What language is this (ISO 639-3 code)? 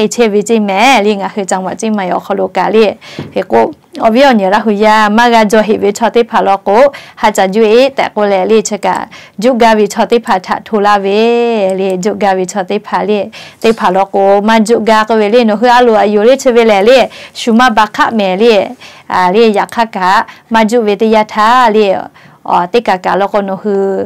lhu